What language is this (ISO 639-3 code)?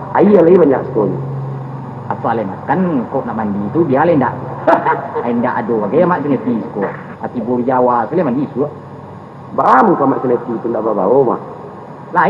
min